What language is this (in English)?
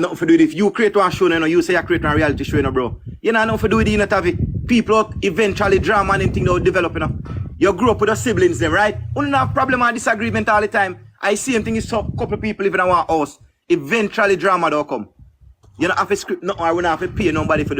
Jamaican Creole English